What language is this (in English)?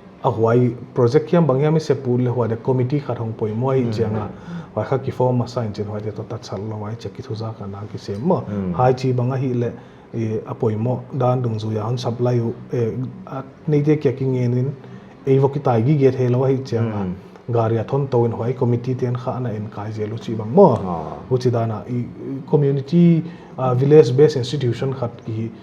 Paite Chin